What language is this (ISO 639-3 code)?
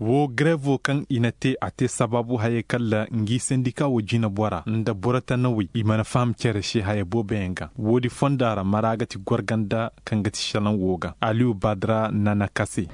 ses